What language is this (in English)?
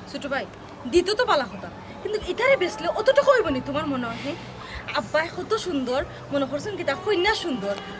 Sylheti